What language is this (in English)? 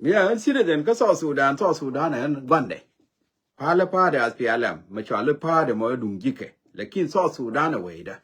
Nuer